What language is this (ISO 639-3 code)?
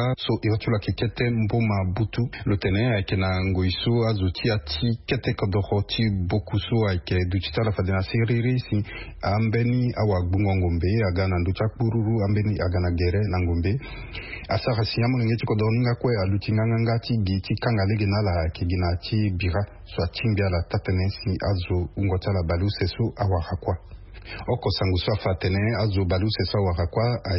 sag